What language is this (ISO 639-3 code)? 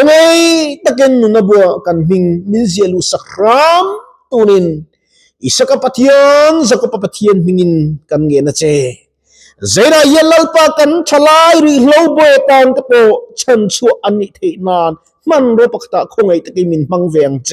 lus